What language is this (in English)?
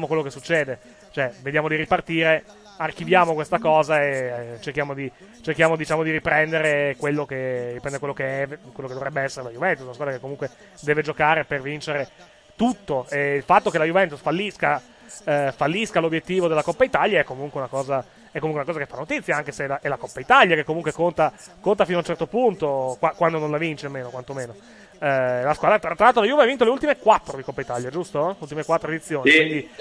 Italian